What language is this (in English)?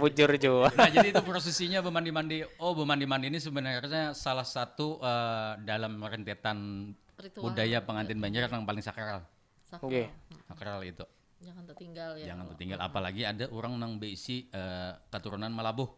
Banjar